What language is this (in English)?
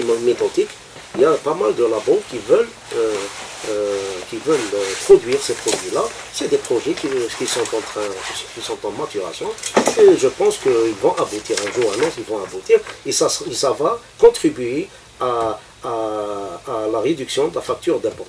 French